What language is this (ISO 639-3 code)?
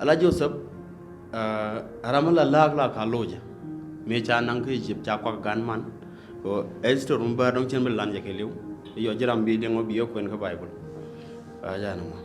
nus